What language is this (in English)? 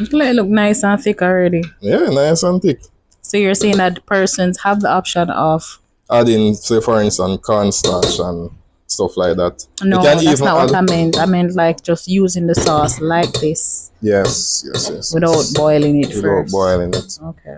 Jamaican Creole English